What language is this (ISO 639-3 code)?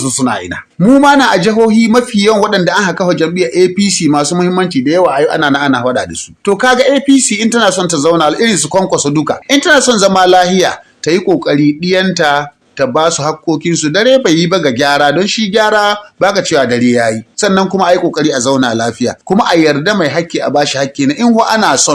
hau